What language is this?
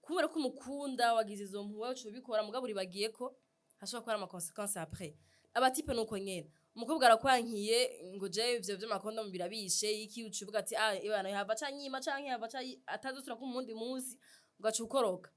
Rundi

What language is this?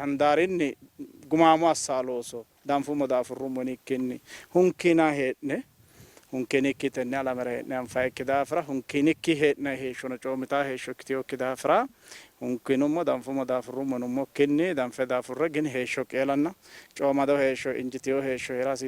Sidamo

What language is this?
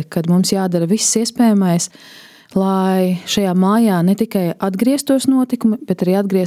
Latvian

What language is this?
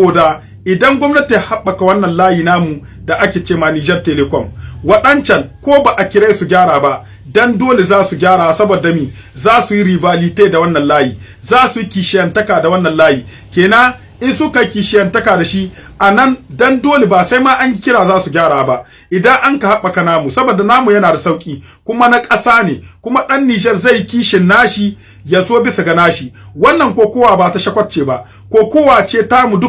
Hausa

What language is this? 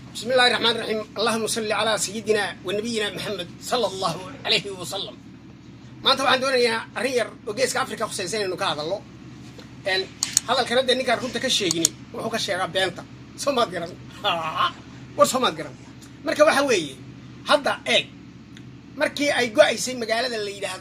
Somali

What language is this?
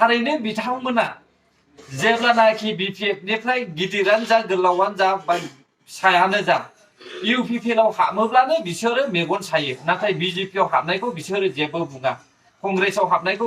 Bodo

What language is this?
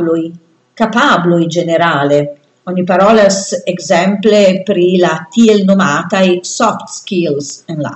Esperanto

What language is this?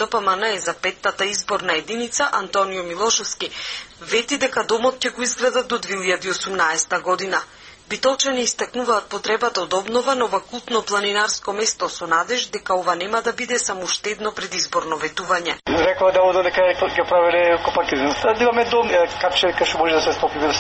Macedonian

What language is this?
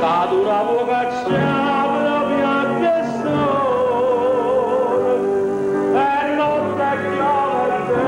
Neapolitan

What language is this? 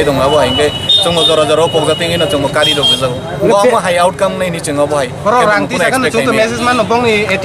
Kok Borok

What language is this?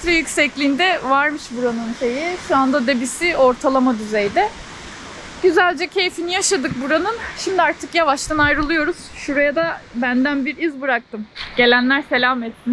Turkish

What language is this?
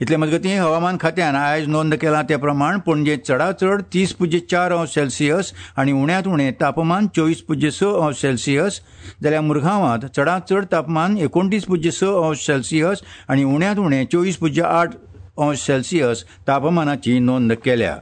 Konkani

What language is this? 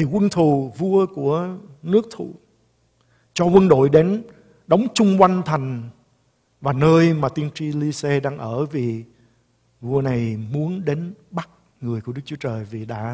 Vietnamese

